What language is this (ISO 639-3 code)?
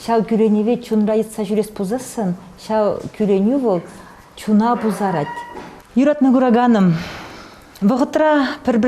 chv